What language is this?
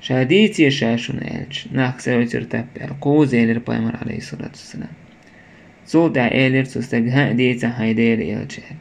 Chechen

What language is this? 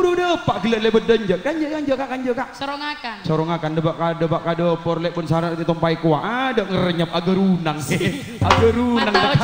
Madurese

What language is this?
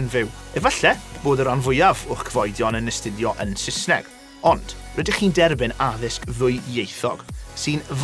Welsh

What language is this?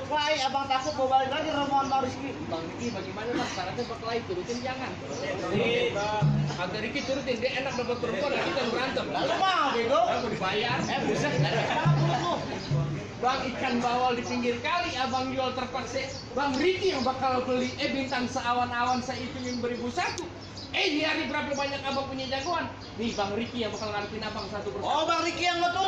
Betawi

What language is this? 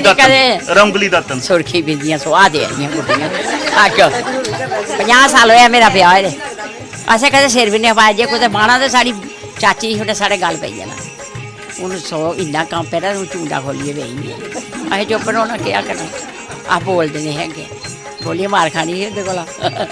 Dogri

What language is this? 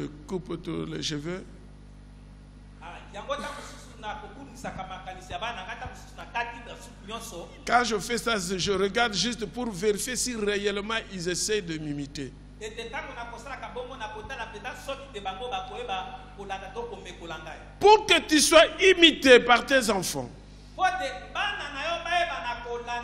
French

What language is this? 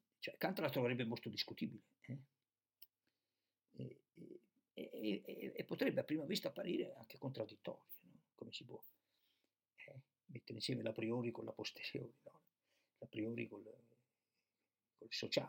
Italian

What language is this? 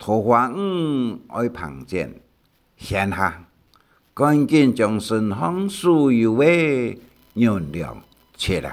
Hakka Chinese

